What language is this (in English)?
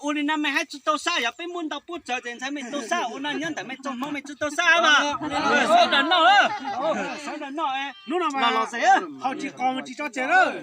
Hmong